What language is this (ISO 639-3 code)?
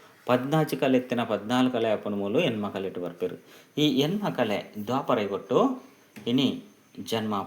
tcy